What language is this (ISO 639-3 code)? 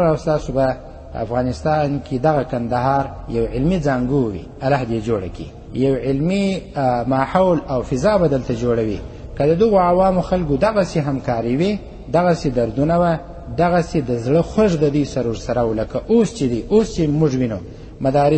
pus